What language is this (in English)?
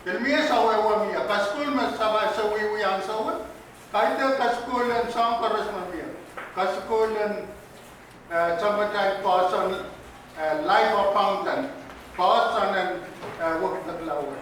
Pohnpeian